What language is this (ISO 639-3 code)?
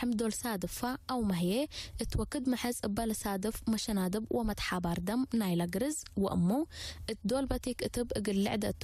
tig